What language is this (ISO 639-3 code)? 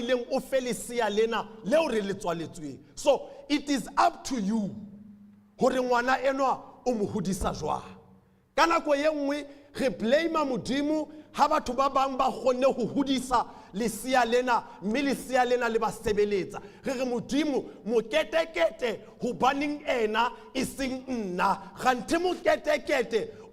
sot